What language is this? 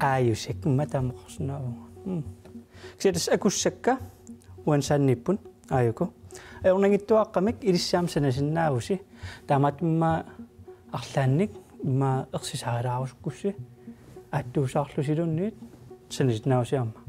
Kalaallisut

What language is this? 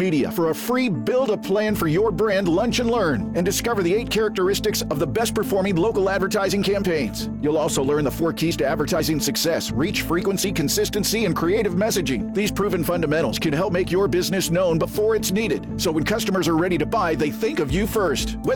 English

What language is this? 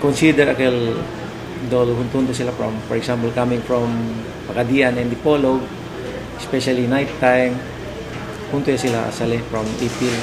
Chavacano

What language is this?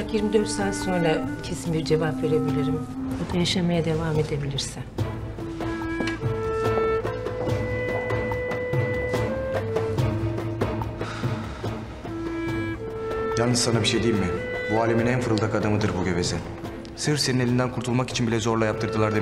Turkish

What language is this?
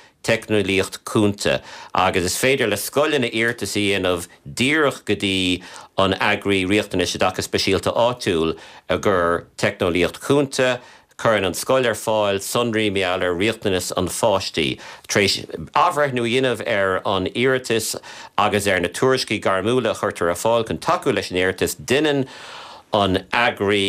Irish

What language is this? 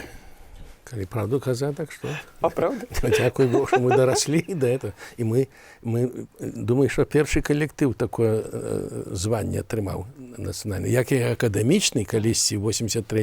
Belarusian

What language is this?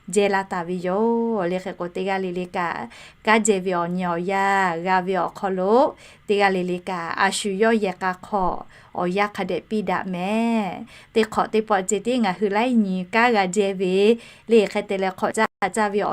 Lahu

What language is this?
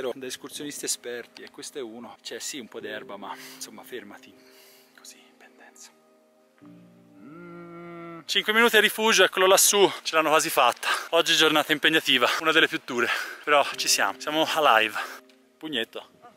Italian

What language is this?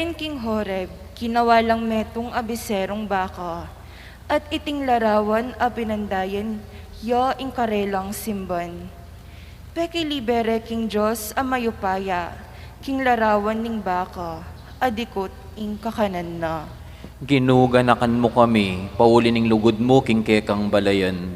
Pampanga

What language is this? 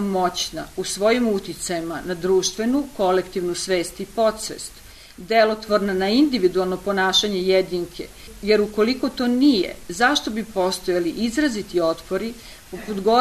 Serbian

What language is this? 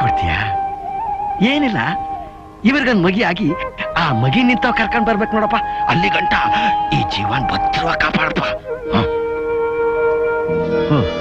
Kannada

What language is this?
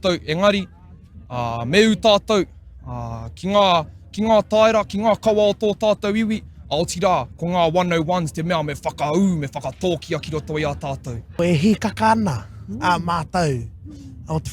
Māori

